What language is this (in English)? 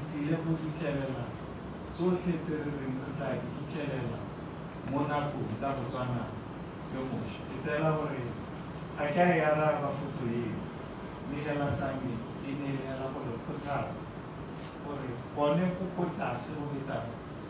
Tswana